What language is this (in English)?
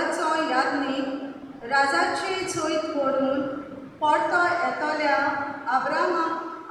Konkani